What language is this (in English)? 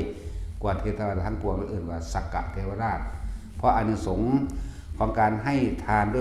Northeastern Thai